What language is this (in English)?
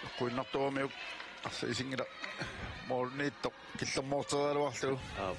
Kalaallisut